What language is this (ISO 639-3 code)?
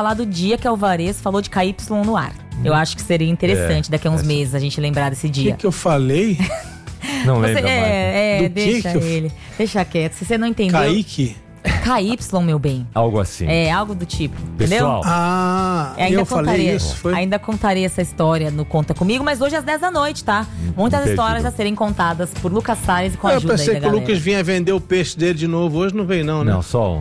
por